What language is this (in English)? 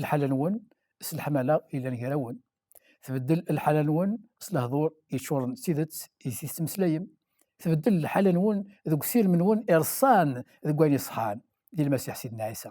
Kabyle